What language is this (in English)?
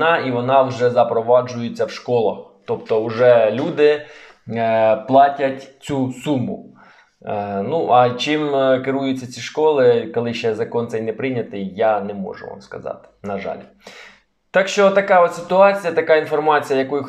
Ukrainian